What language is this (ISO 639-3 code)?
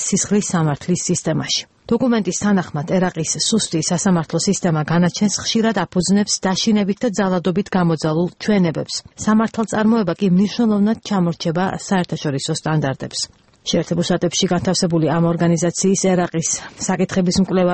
kat